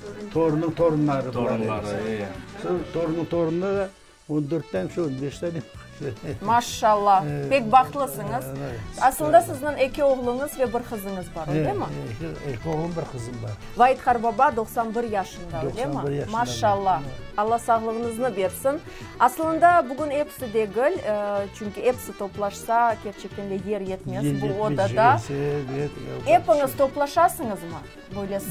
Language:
Crimean Tatar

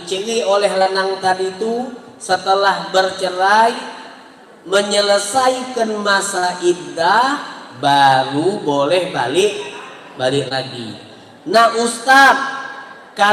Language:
Musi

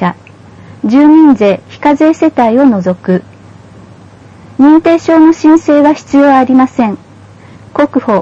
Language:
Japanese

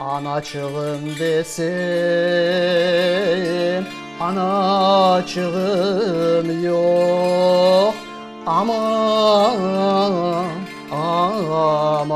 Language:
Crimean Tatar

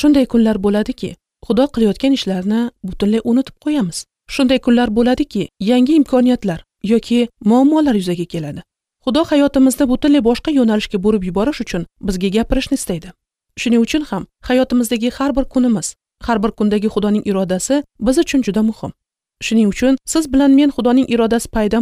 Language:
Uzbek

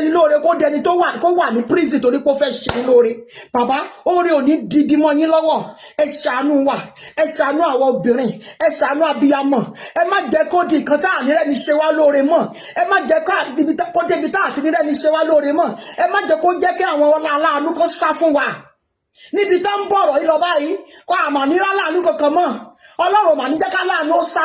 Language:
Yoruba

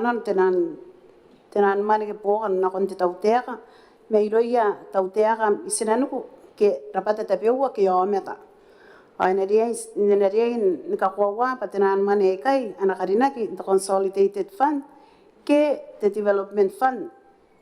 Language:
Gilbertese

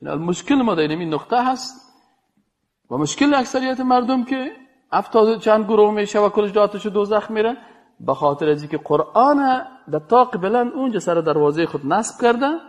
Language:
Persian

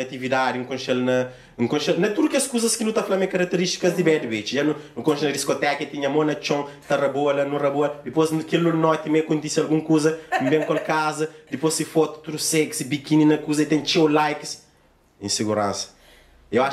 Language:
Kabuverdianu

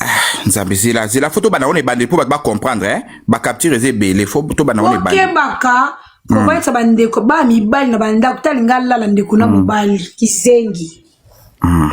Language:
Lingala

